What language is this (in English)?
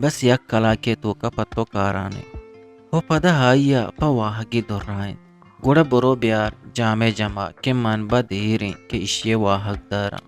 Eastern Balochi